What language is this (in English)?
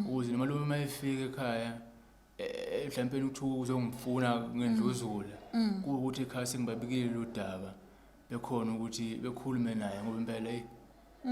Zulu